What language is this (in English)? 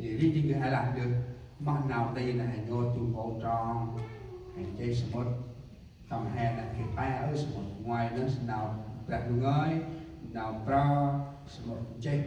Central Mnong